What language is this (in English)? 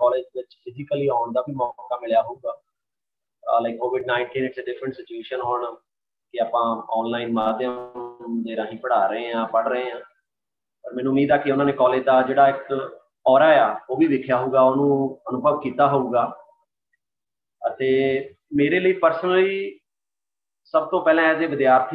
Punjabi